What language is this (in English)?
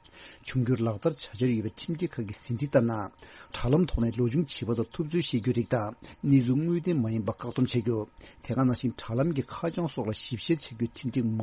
Tibetan